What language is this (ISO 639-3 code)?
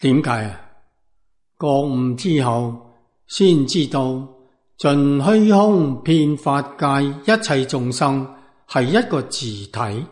yue